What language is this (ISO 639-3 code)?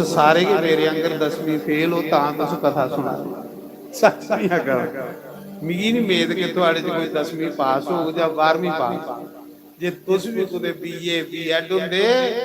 doi